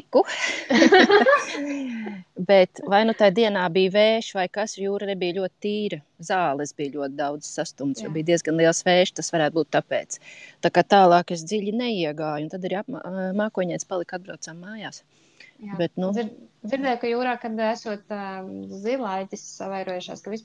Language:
Latvian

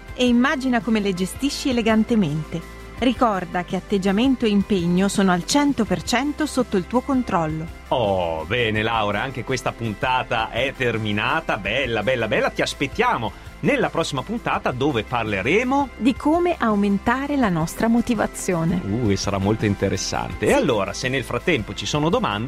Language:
Italian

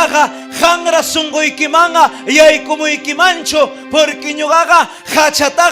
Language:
Ayacucho Quechua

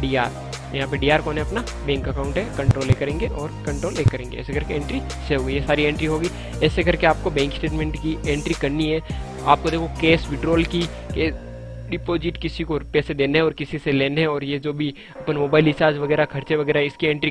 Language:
Hindi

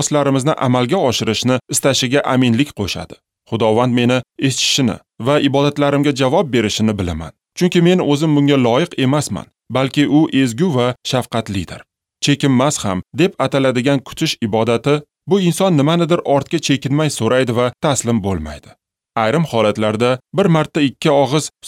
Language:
Uzbek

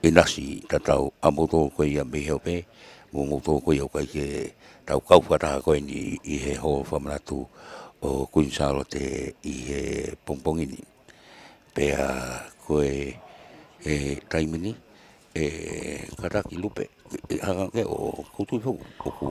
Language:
Tongan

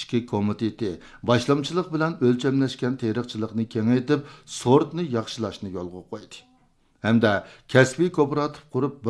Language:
Uyghur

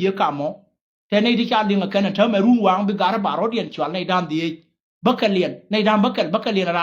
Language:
Nuer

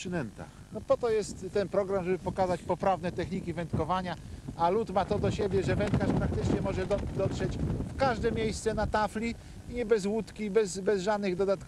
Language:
Polish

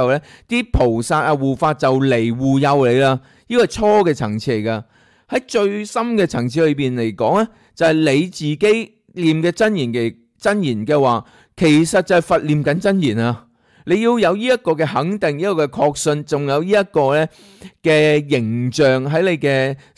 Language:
Cantonese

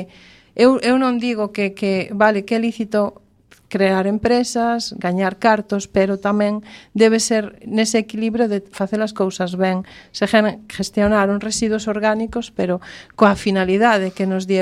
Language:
Galician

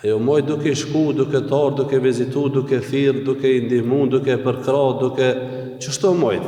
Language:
Albanian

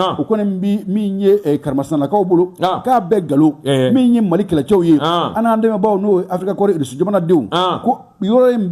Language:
Bambara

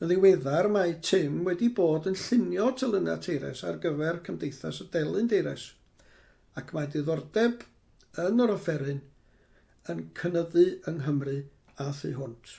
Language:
Welsh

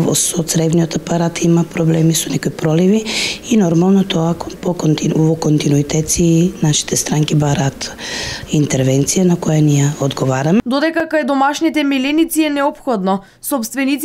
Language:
Macedonian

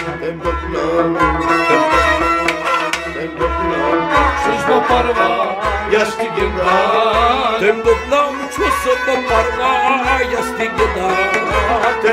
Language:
Kashmiri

